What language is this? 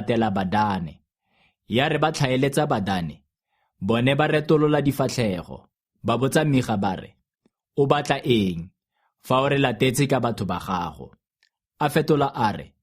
Tswana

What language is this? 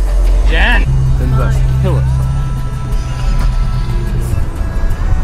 English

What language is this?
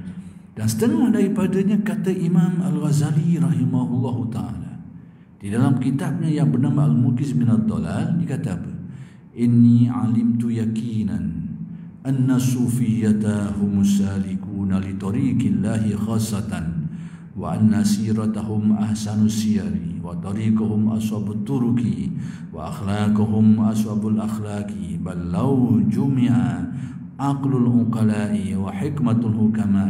Malay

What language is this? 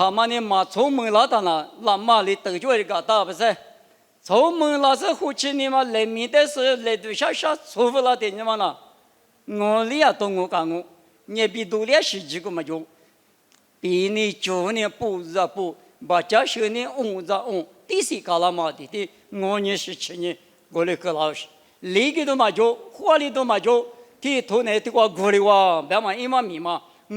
Lisu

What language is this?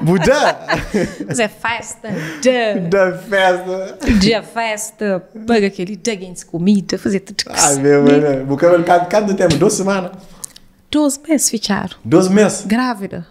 Kabuverdianu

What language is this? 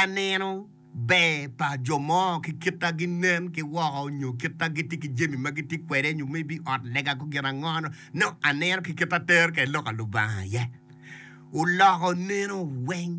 Acoli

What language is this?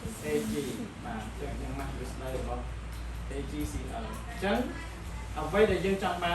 Khmer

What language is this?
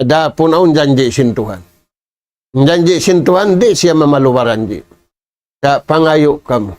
Tausug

